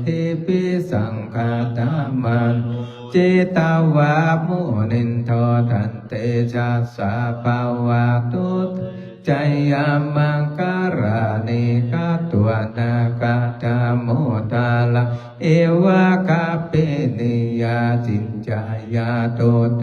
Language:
Pali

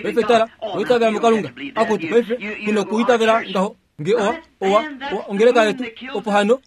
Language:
Kuanyama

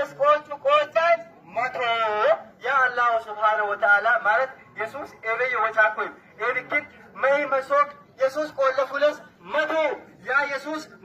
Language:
Amharic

